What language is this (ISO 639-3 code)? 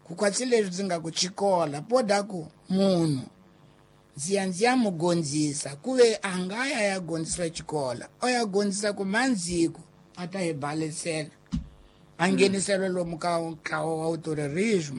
tso